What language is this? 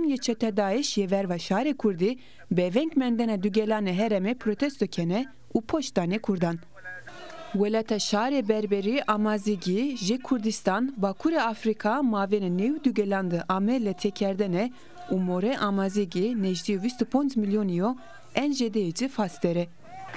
Zaza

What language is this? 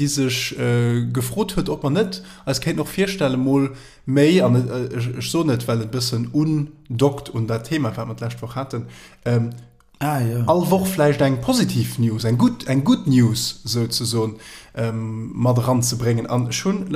Luxembourgish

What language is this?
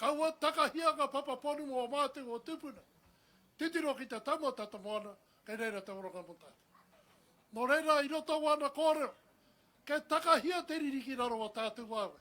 Māori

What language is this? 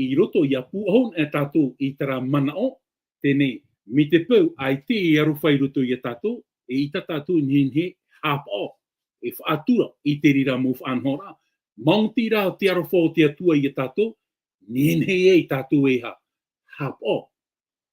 Tahitian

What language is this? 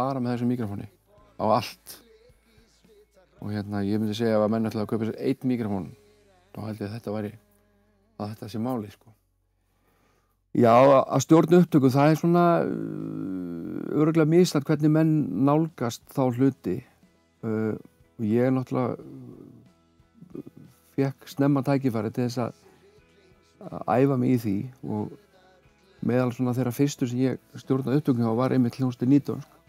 Icelandic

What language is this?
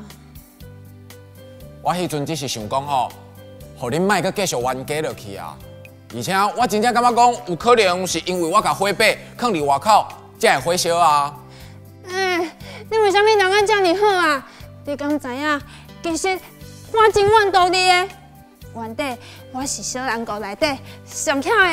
Min Nan Chinese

